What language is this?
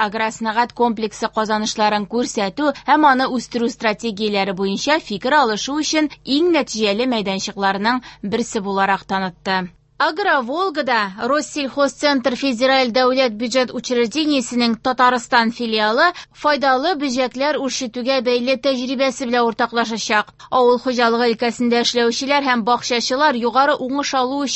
Tatar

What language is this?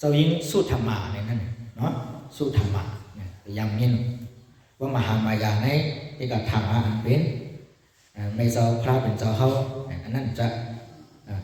Shan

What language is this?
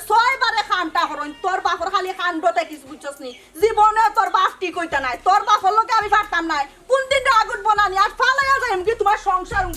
Sylheti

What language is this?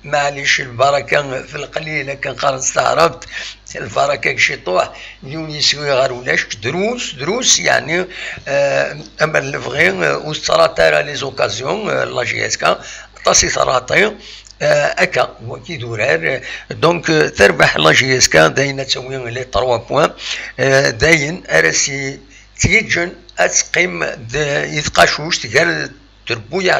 Kabyle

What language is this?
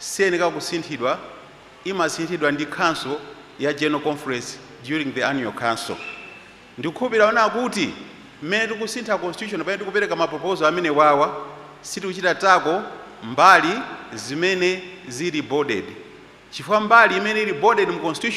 Nyanja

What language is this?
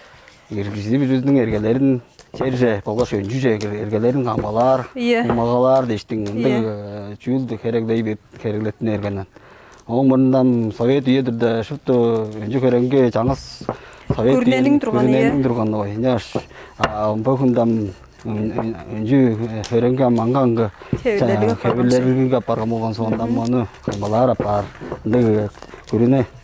Tuvinian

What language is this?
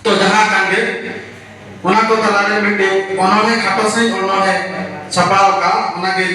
Santali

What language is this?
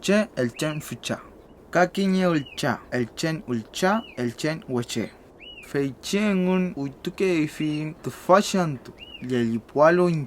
Mapuche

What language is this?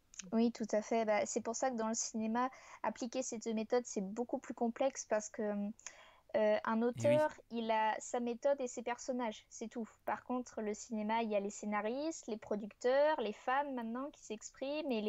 French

